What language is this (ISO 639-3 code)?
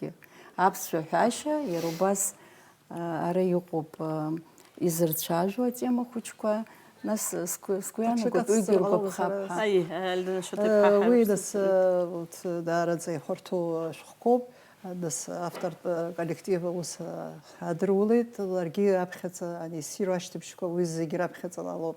abk